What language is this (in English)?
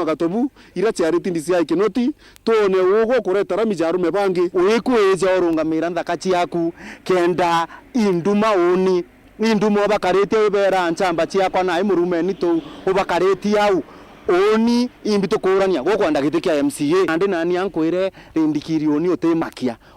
Meru